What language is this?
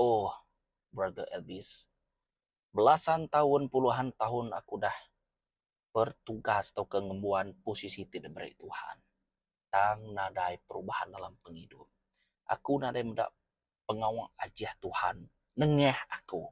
Iban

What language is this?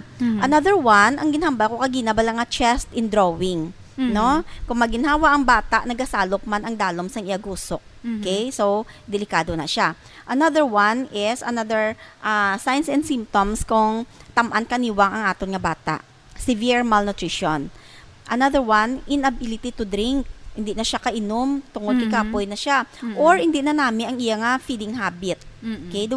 Hiligaynon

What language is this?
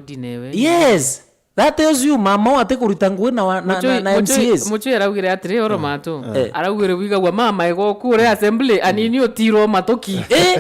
Meru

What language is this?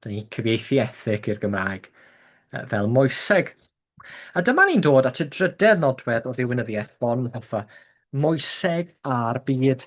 Welsh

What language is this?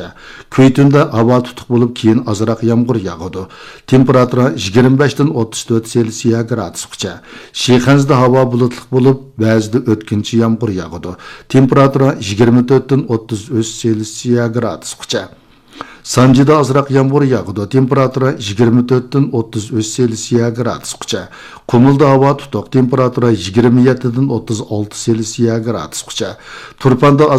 Uyghur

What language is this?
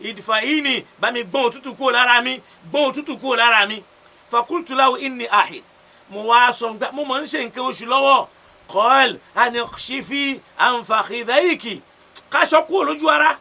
Yoruba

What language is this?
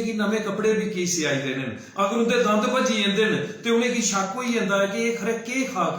Dogri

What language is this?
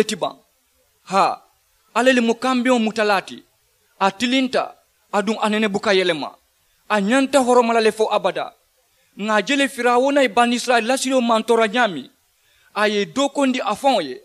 Mandingo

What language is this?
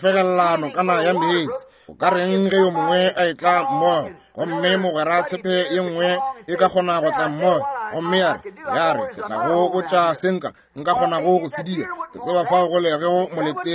Northern Sotho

